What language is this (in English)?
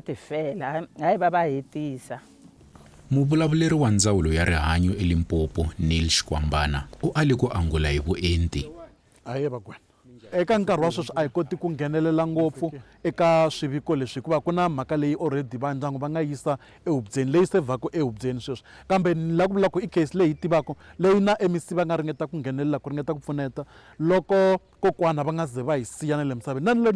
Tsonga